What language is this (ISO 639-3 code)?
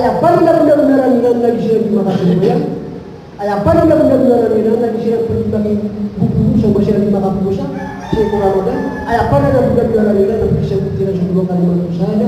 mrw